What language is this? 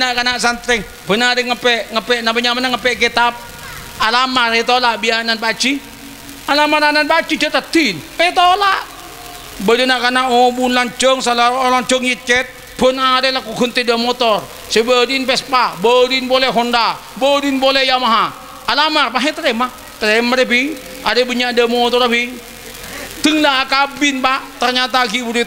Madurese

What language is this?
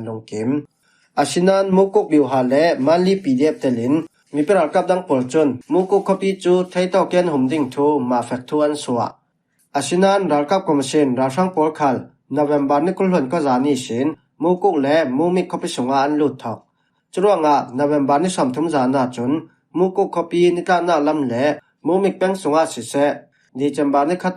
Falam Chin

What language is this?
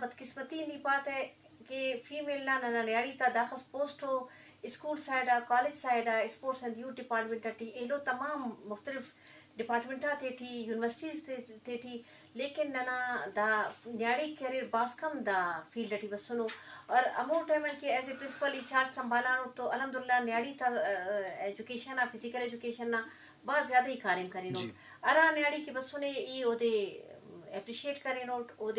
Eastern Balochi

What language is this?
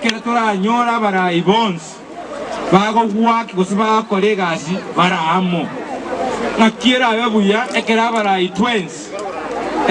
Gusii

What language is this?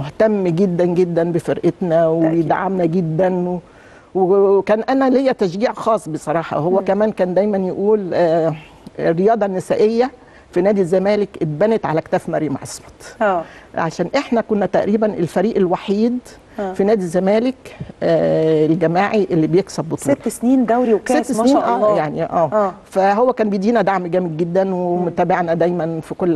Egyptian Arabic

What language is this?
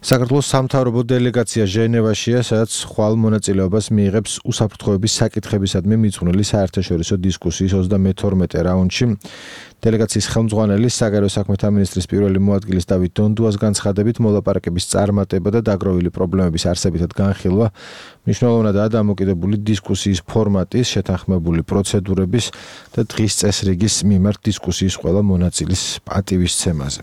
Georgian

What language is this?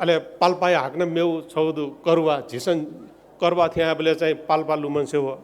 Newari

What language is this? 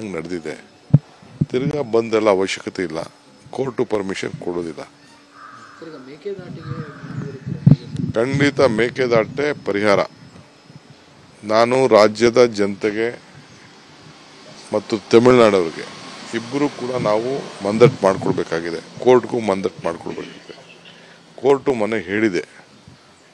Kannada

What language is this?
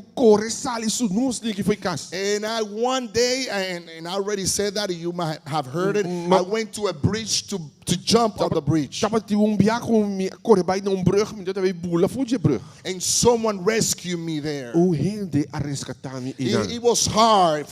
Papiamento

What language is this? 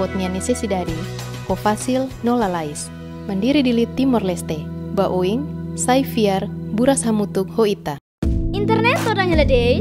Tetum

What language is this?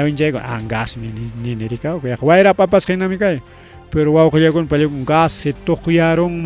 Ayacucho Quechua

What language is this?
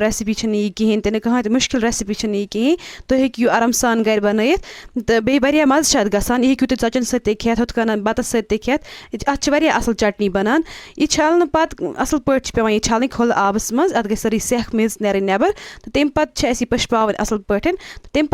Kashmiri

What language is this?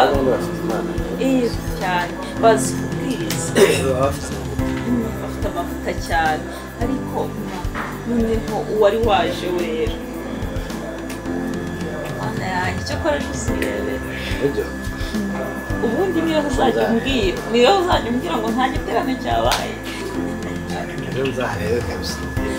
Kinyarwanda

